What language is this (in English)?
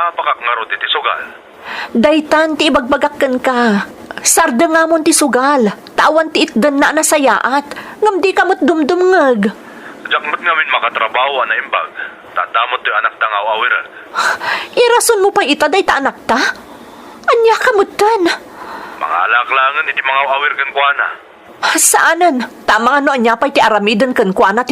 Iloko